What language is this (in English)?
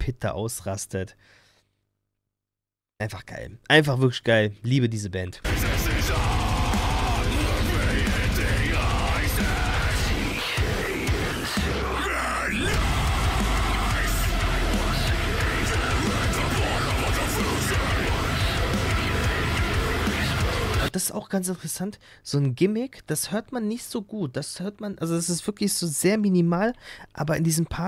German